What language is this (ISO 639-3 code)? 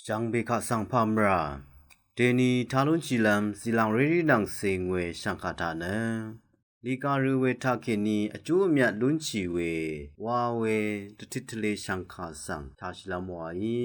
raw